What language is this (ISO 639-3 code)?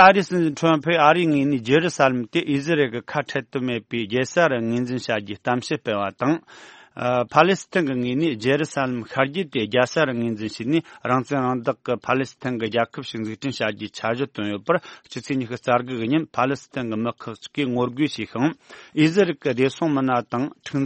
bod